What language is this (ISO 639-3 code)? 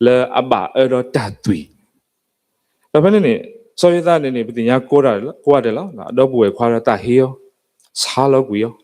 ksw